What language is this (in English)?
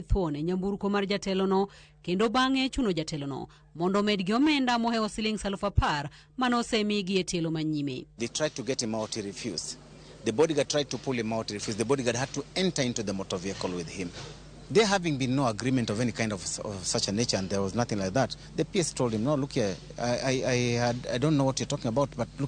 Luo (Kenya and Tanzania)